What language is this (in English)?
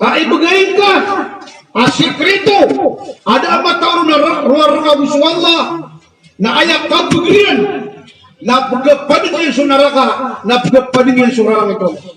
Maranao